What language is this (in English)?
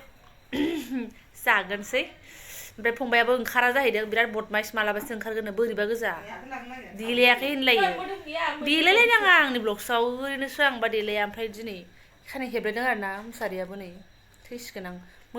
Bodo